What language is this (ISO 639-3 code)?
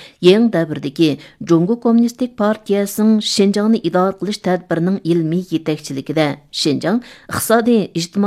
uig